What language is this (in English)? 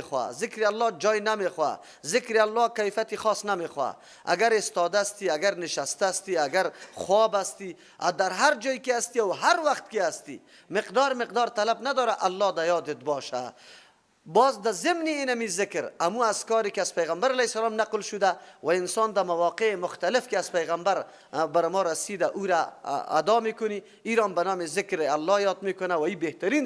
Persian